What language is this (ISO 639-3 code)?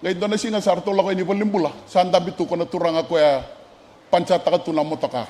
fij